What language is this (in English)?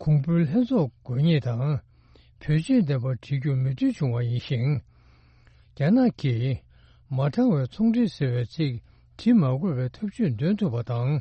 Tibetan